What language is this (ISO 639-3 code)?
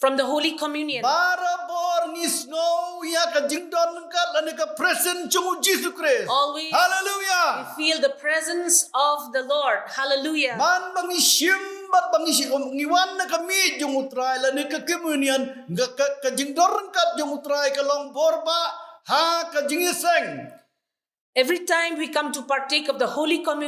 kha